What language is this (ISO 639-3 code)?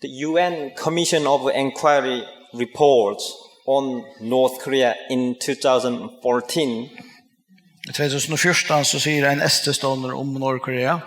fao